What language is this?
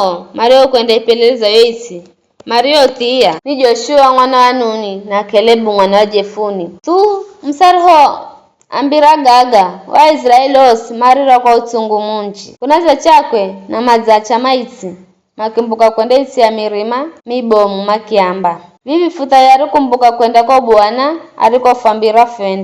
Giryama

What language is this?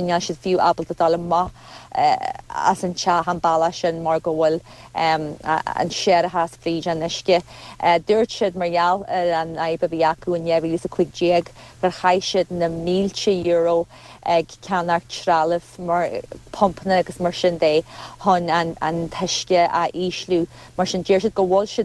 Irish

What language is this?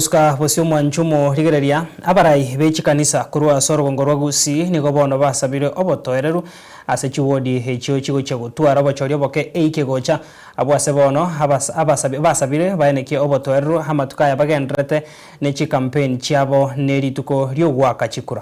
Gusii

